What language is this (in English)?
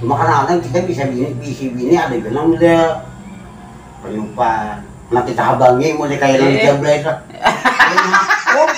Banjar